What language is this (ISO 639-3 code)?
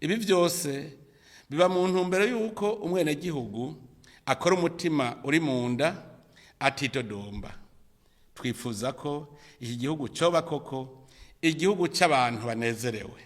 run